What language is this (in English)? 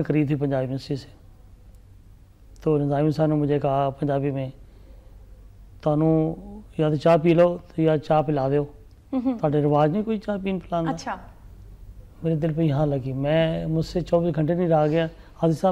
Urdu